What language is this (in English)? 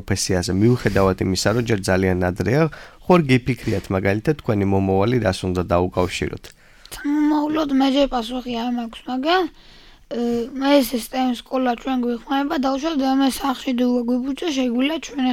Georgian